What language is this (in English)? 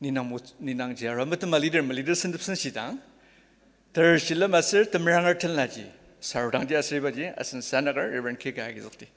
Ao Naga